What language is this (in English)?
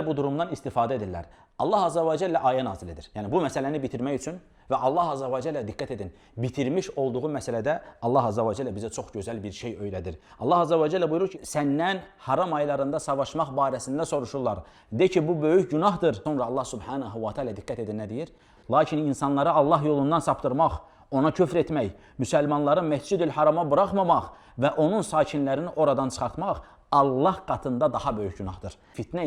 Azerbaijani